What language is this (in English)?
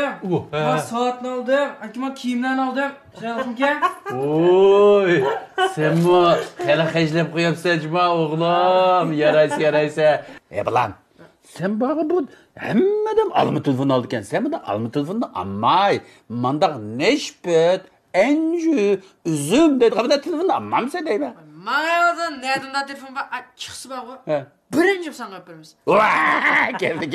Uyghur